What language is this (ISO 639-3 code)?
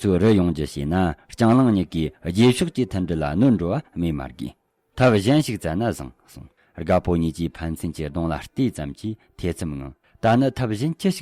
bod